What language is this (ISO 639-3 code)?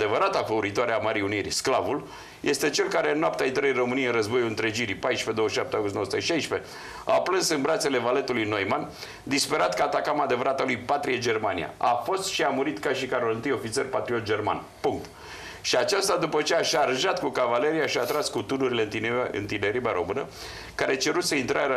ron